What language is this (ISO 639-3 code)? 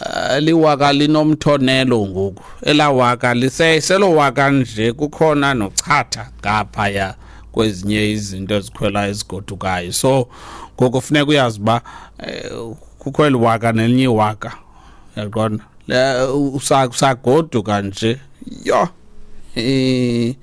xho